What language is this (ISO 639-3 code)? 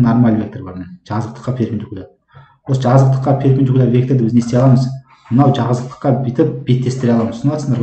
kaz